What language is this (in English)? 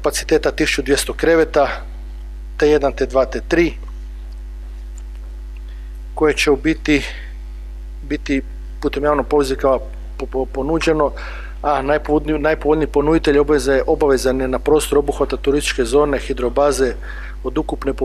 Croatian